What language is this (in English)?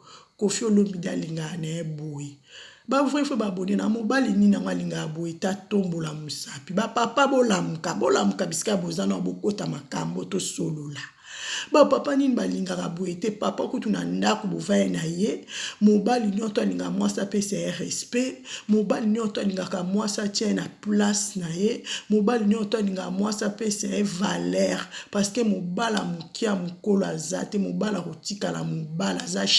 Lingala